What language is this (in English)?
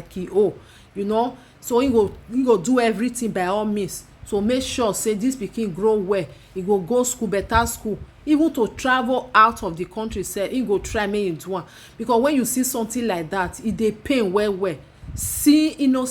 Nigerian Pidgin